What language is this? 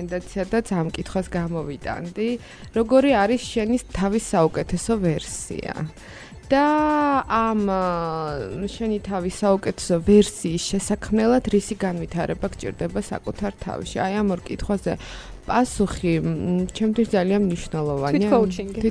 Georgian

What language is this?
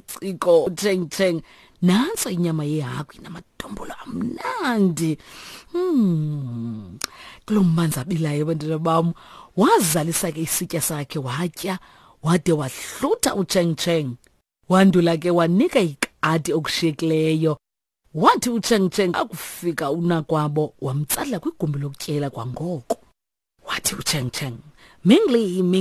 Xhosa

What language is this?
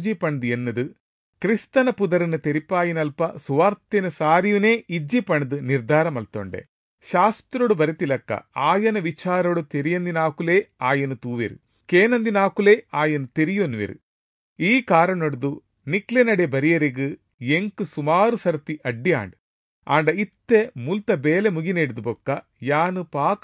Tulu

